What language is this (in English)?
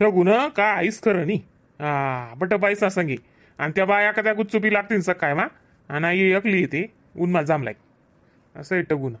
Khandesi